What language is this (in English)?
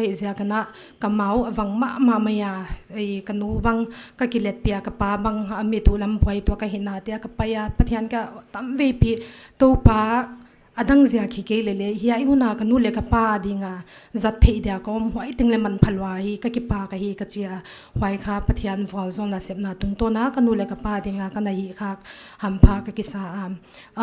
Paite Chin